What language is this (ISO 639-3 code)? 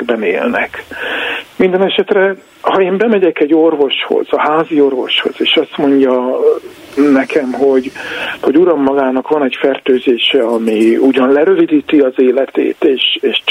hun